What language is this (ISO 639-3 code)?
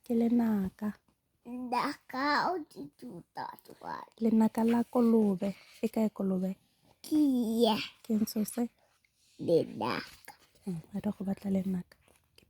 tsn